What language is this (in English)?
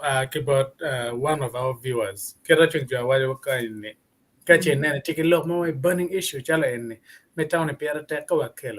Acoli